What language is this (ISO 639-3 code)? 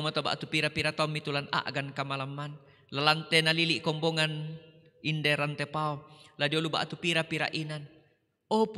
sda